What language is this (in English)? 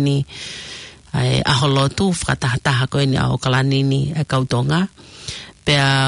Tongan